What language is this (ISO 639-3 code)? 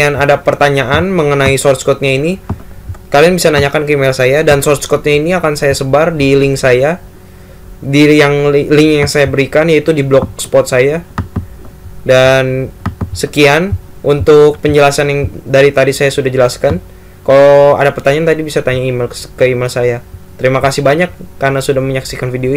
ind